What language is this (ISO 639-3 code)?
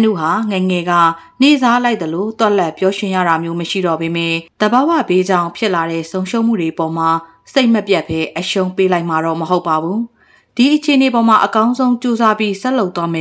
mya